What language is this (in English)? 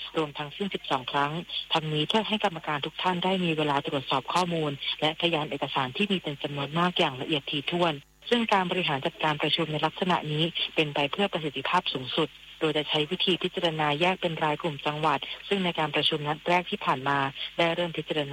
Thai